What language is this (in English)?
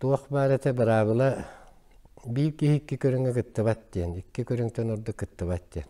Yakut